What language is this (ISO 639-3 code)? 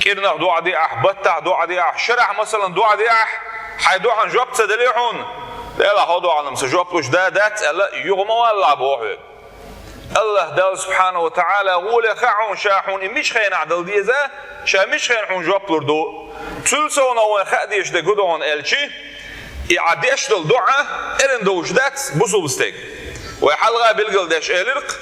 che